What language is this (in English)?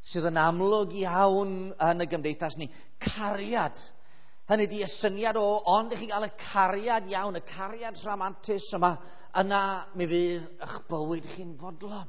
Welsh